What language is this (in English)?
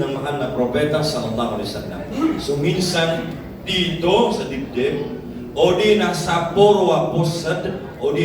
Maranao